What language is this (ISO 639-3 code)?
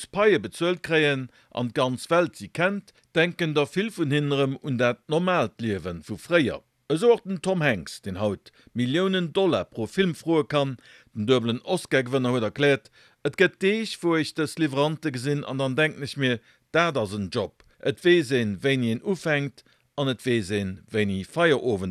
ltz